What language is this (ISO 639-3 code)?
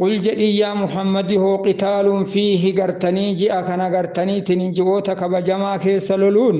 orm